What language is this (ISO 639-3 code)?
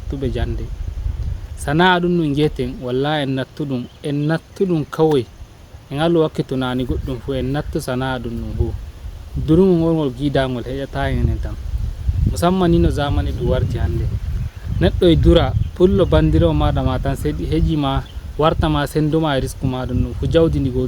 ful